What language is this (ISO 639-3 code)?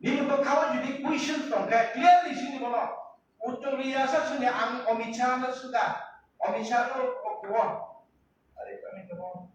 trp